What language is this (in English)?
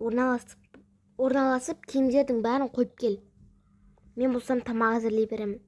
Kazakh